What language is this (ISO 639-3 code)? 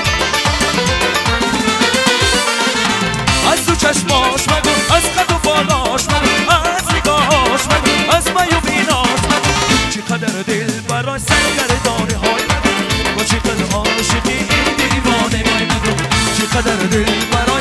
fas